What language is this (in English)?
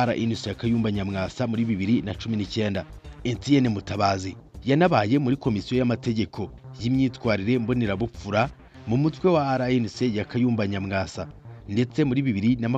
Kinyarwanda